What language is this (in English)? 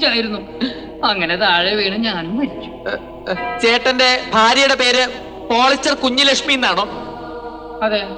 Malayalam